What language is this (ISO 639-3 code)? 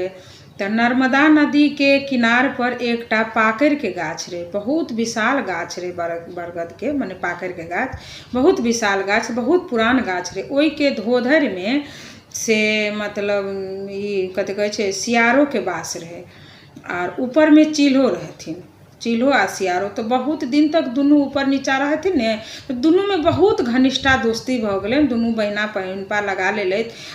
mai